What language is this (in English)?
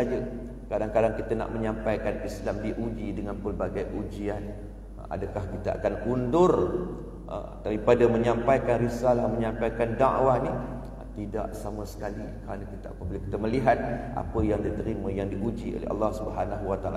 Malay